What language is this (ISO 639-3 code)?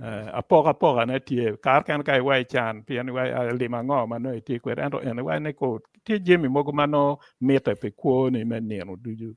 ach